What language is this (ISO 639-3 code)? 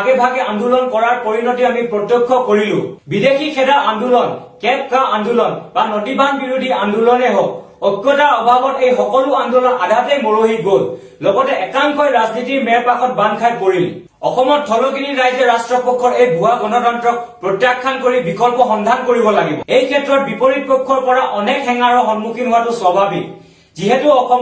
asm